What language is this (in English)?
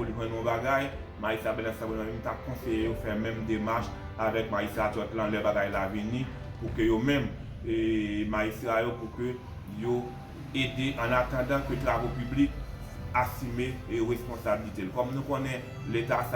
Haitian Creole